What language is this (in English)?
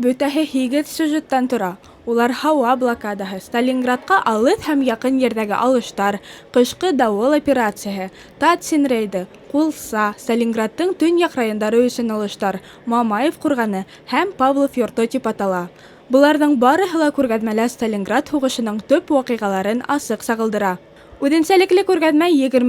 Bashkir